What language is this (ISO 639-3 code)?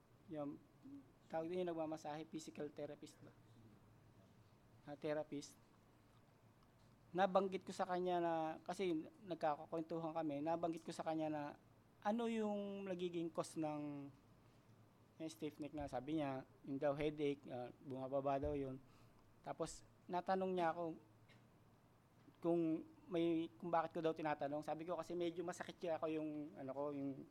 fil